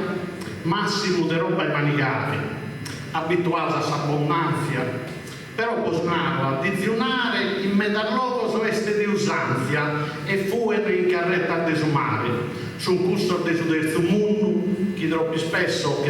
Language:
Sardinian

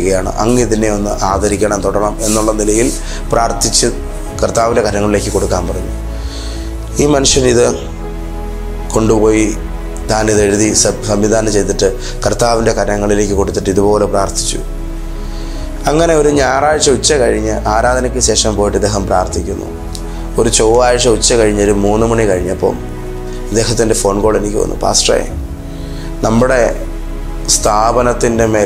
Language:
Malayalam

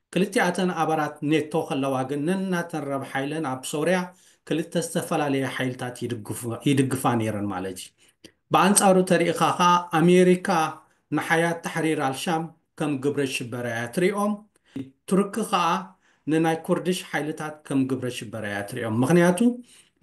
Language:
Tigrinya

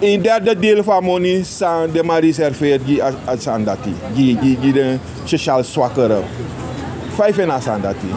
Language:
Sranan Tongo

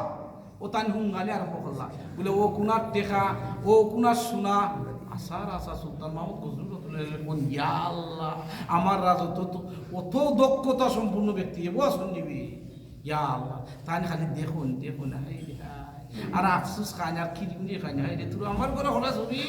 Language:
Sylheti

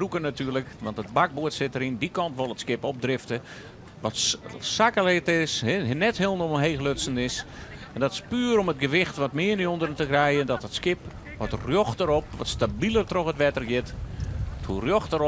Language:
Western Frisian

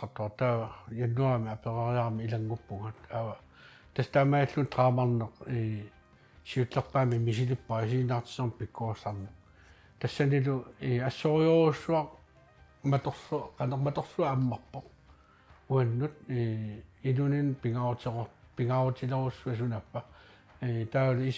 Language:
Kalaallisut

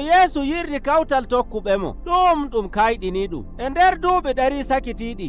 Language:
Nigerian Fulfulde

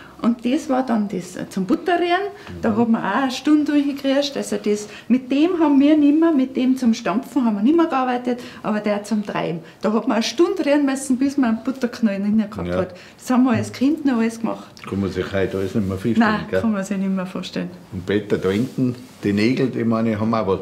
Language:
Bavarian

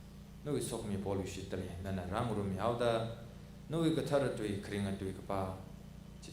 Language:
Tangkhul Naga (India)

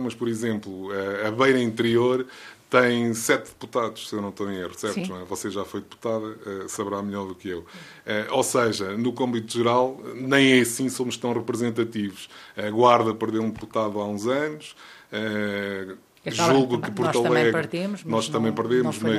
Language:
Portuguese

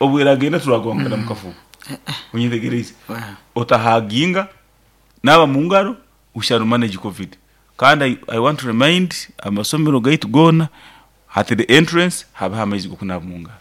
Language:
Nyankole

